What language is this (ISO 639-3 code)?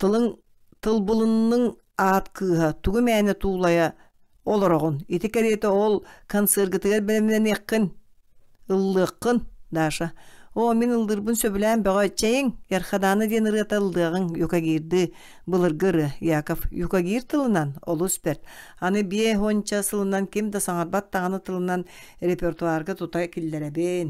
sah